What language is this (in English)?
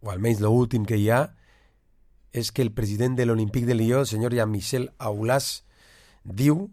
Catalan